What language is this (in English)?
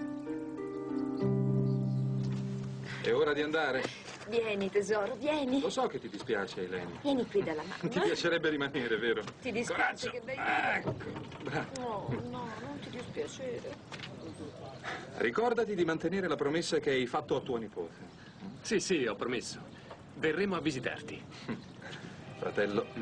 Italian